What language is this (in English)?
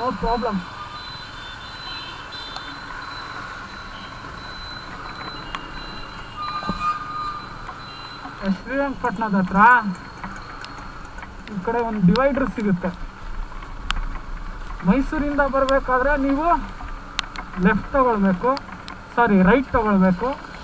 Kannada